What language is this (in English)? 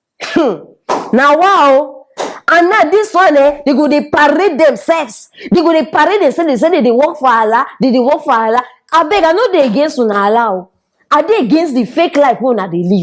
Nigerian Pidgin